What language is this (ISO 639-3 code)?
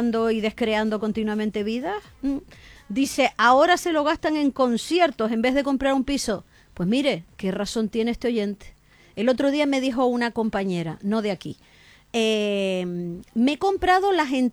spa